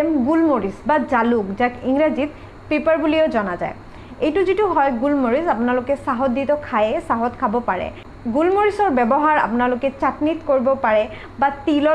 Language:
Assamese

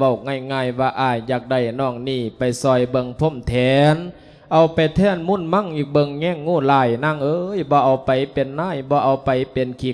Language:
Lao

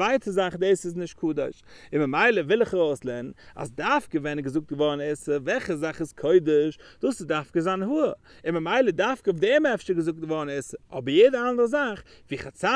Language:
Yiddish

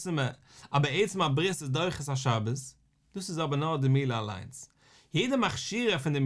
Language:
Yiddish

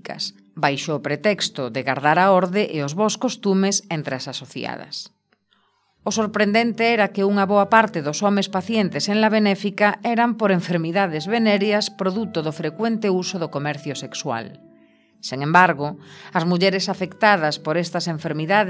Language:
Galician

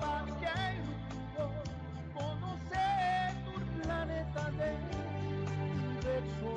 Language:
Papiamento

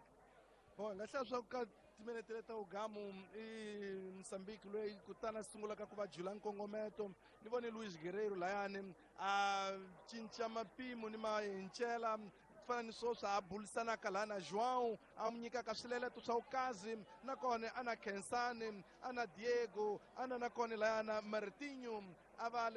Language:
Tsonga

